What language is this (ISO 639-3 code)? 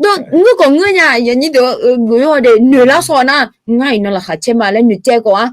ahk